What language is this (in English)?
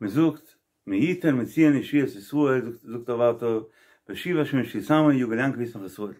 Yiddish